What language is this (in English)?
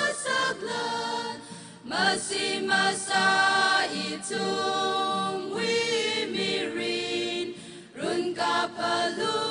Tangkhul Naga (India)